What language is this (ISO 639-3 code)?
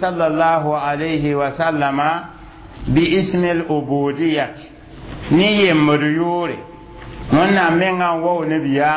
mos